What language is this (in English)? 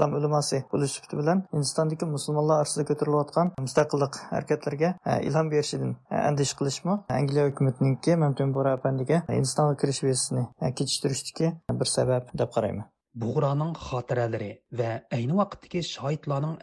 Uyghur